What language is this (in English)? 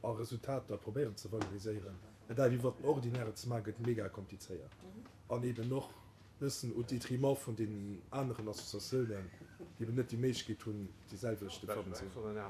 Luxembourgish